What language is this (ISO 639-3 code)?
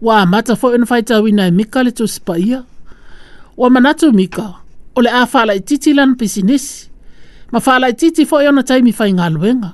smo